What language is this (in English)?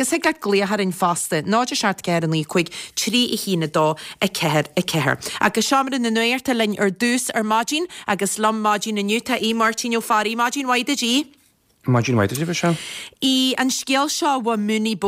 Irish